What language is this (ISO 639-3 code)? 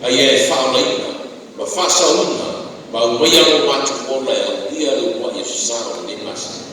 smo